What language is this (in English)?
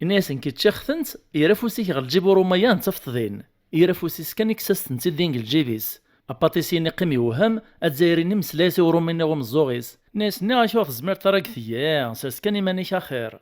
Kabyle